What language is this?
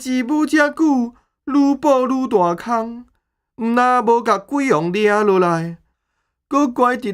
Min Nan Chinese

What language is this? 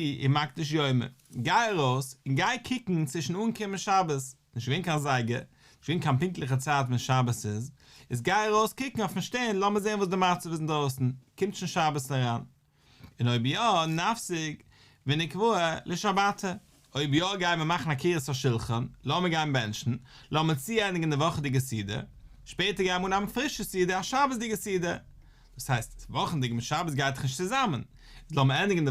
Yiddish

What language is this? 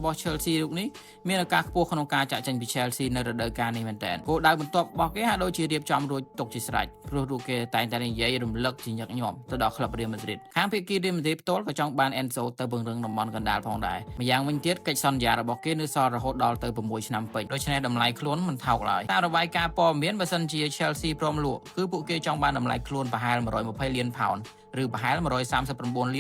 Khmer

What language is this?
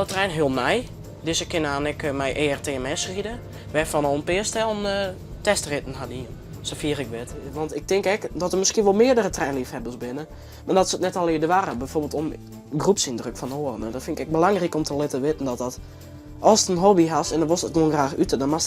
Western Frisian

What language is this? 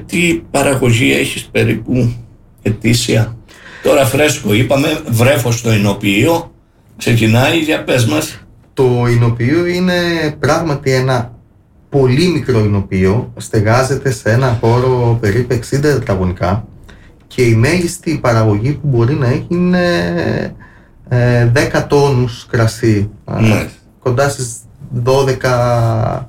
Greek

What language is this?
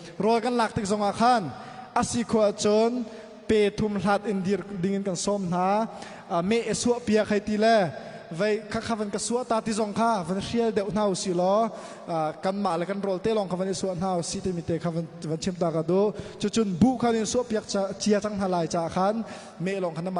Hakha Chin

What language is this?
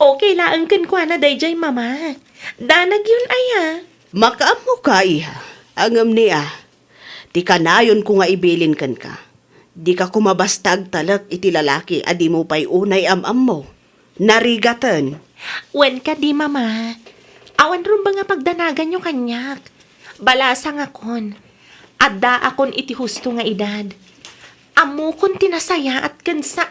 Iloko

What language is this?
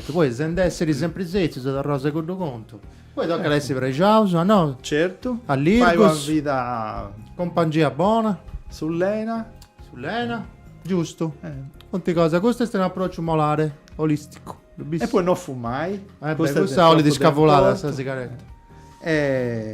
Sardinian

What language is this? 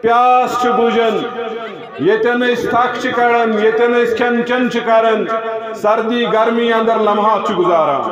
Kashmiri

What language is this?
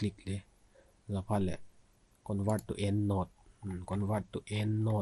Vaiphei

